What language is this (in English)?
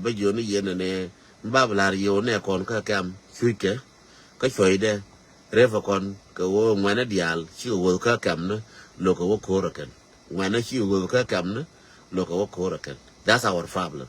Nuer